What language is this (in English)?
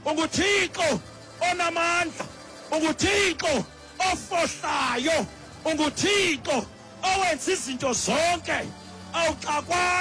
Xhosa